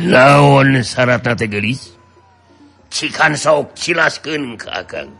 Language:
Sundanese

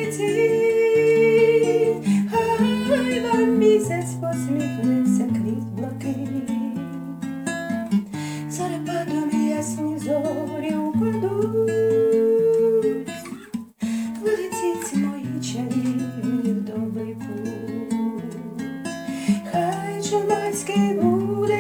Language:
Ukrainian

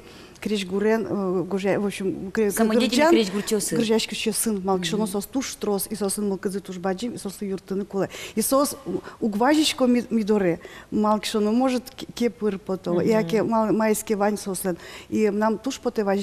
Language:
Udmurt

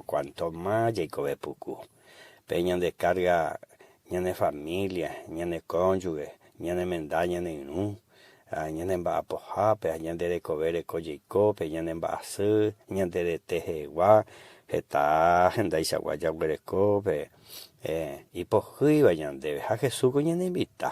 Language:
Guarani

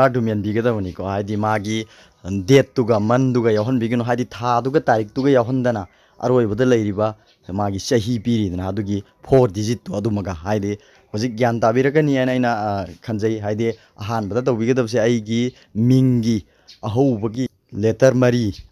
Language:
Manipuri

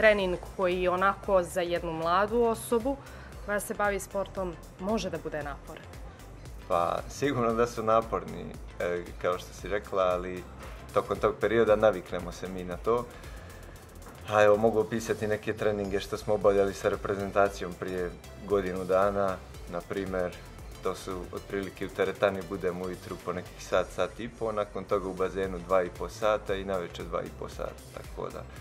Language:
Bosnian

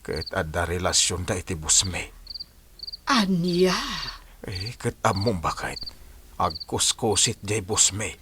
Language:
Iloko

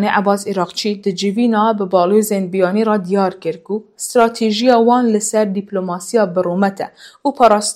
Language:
Kurdish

